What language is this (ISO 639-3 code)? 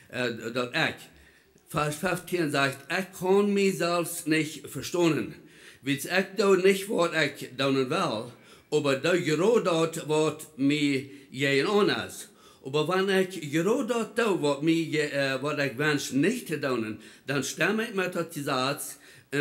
pdt